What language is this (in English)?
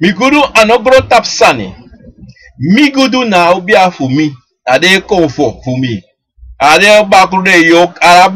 Sranan Tongo